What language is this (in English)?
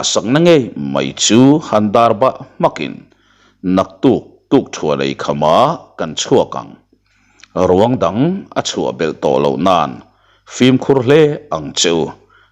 Mizo